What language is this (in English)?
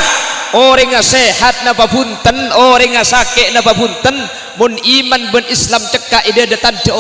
Madurese